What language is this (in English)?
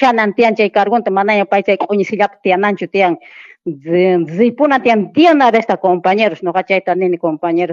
Quechua